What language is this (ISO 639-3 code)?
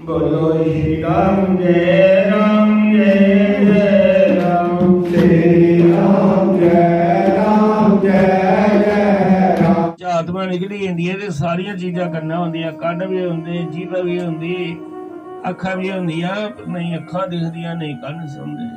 doi